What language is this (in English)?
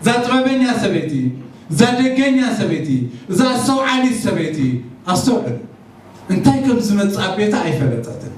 Tigrinya